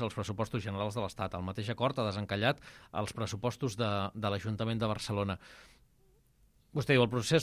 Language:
Catalan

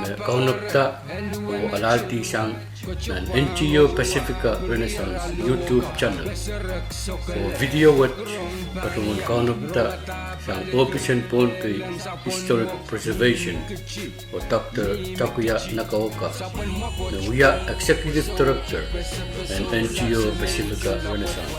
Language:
Pohnpeian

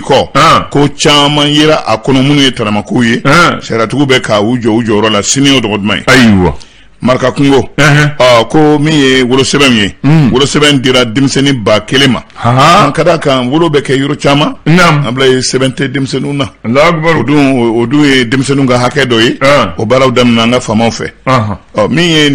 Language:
Bambara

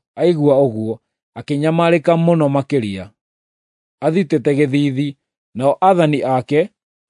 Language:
Kikuyu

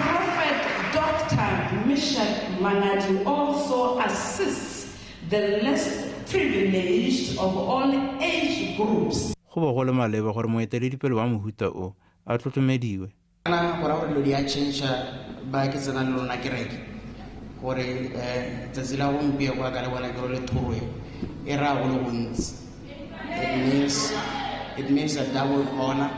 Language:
Tswana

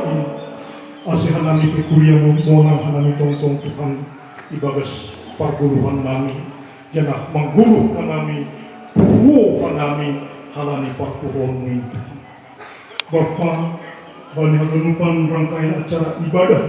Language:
Batak Simalungun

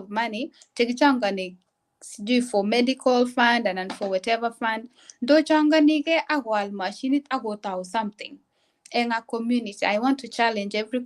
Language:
Kalenjin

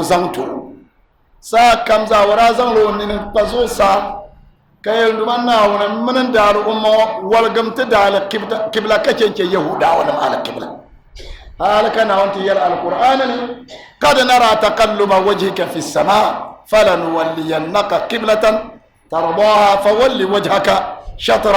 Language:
Dagbani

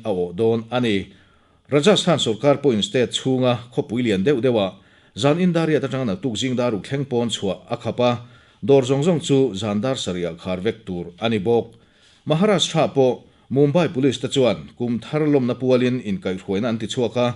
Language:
Mizo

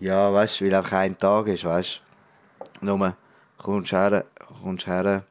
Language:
Swiss German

